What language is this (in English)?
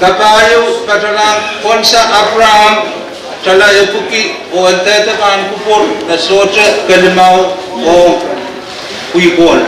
Pohnpeian